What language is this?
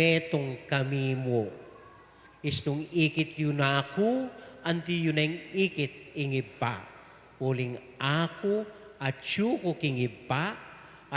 Pampanga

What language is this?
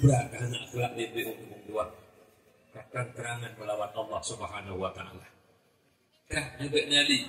Achinese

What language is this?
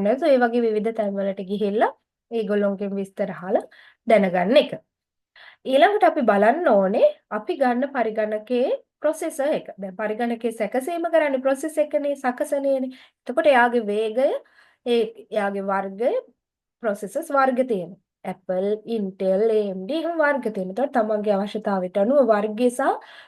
Sinhala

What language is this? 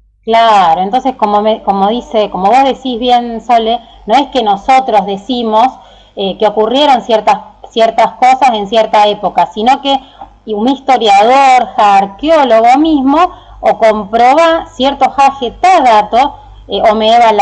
Guarani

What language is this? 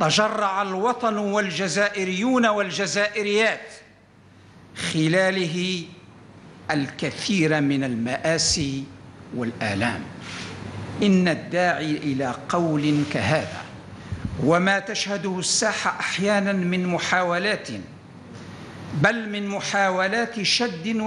Arabic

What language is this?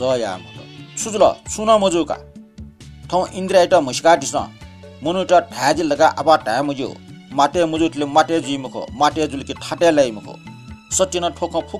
Newari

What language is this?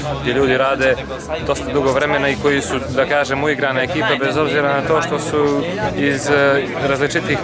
Serbian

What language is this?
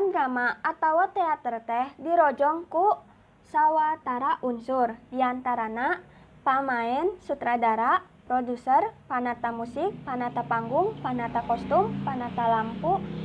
Sundanese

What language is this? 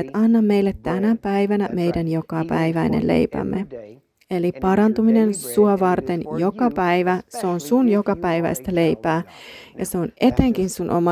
Finnish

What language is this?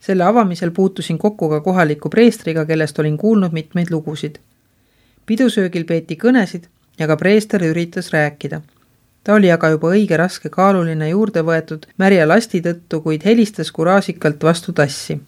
Estonian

